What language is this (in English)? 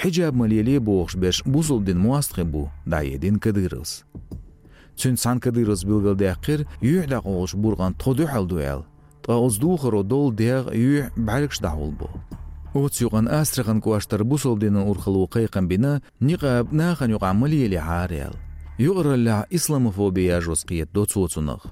Chechen